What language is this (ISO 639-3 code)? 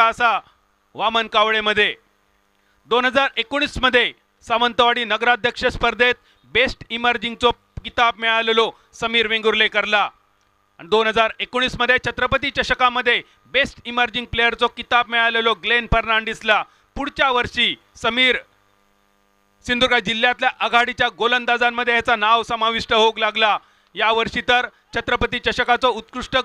mar